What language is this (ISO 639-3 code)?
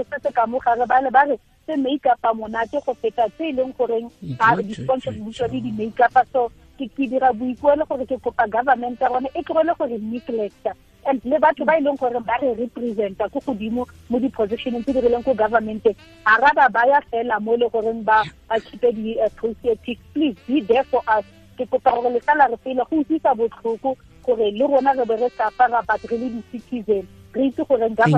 tsn